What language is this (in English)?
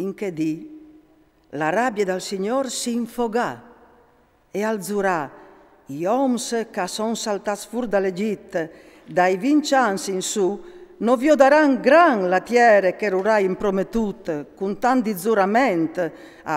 Friulian